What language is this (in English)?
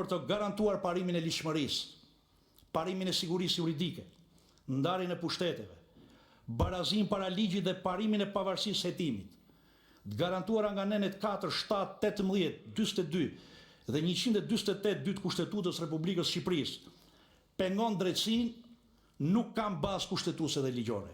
Albanian